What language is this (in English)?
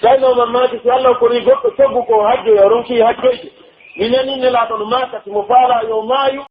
Pular